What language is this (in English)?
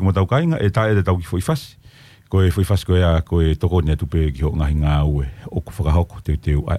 Tongan